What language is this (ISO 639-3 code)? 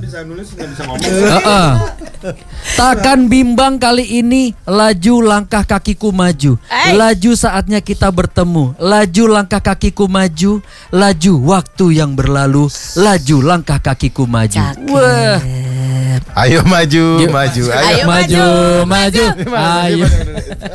ind